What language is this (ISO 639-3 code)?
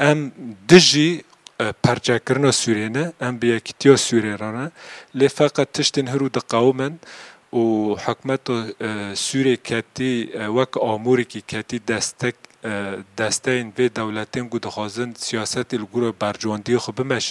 kur